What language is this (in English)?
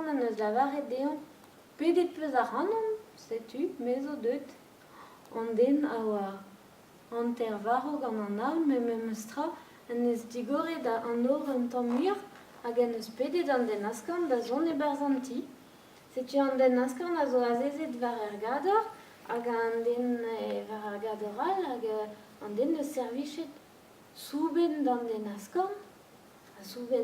Breton